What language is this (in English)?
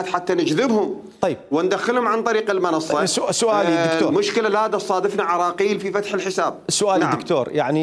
Mesopotamian Arabic